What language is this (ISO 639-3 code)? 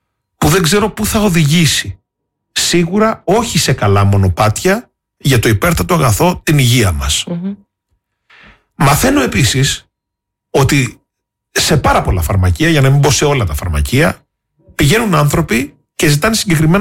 ell